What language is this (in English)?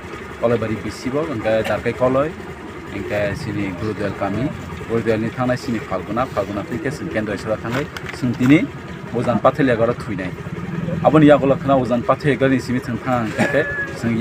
Kok Borok